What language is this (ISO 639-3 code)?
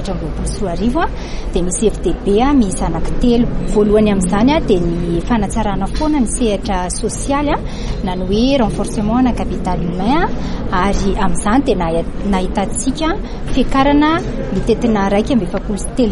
mlg